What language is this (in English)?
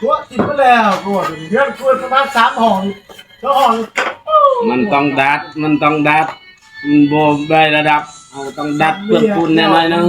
Northeastern Thai